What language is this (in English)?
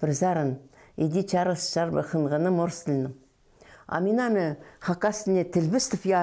Khakas